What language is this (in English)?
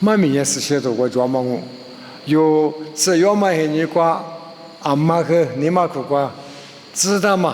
Lisu